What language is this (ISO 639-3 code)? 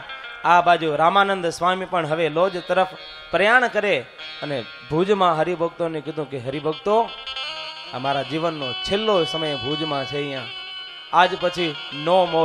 guj